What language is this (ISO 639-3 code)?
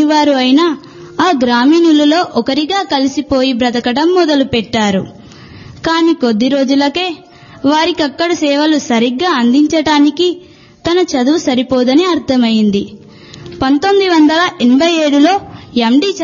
tel